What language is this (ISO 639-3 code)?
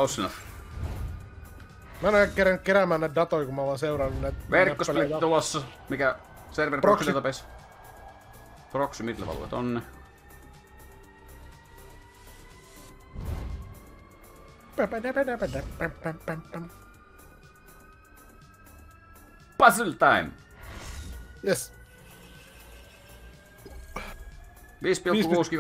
fin